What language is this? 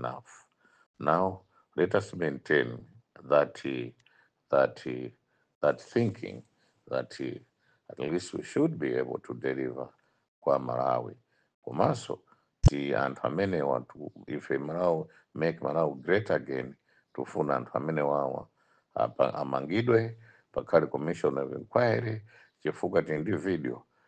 Nyanja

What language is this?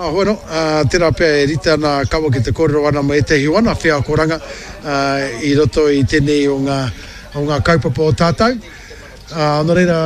Māori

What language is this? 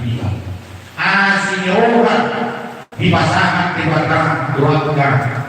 Batak Toba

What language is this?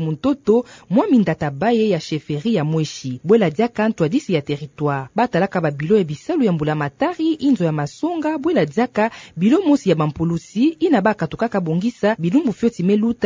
Kituba (Democratic Republic of Congo)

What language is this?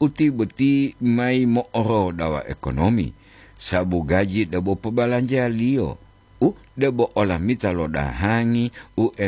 Gorontalo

